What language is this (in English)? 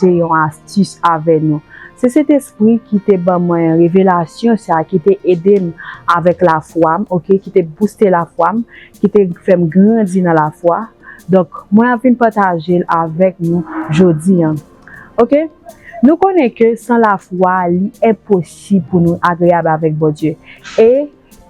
Haitian Creole